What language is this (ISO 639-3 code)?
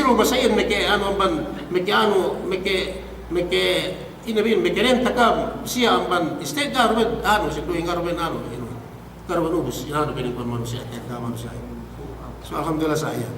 yka